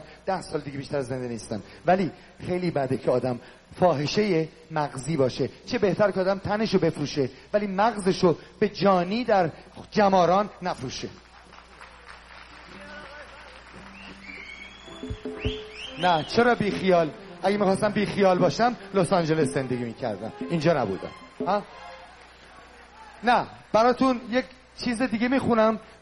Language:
Persian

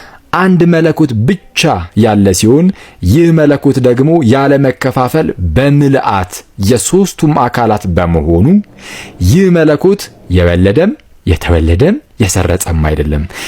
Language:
Amharic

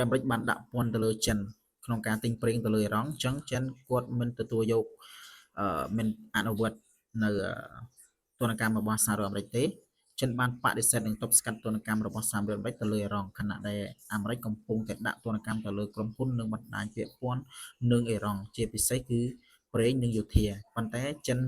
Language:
Khmer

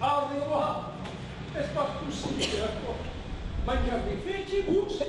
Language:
Occitan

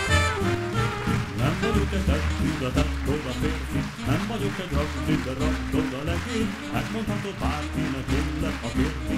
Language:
Hungarian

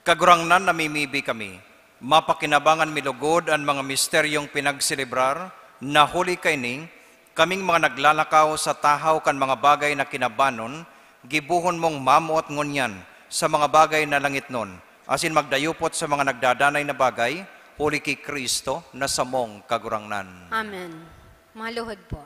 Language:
Bikol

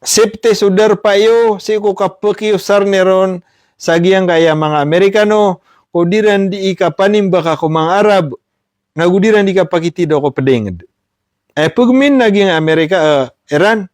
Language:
Maranao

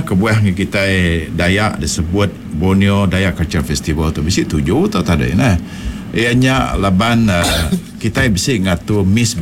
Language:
Iban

